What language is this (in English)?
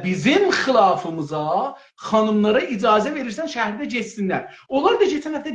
South Azerbaijani